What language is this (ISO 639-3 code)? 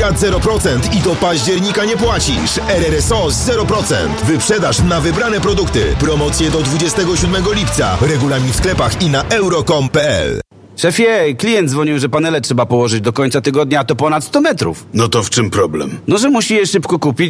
pol